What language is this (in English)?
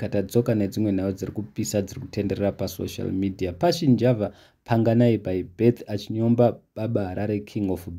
Shona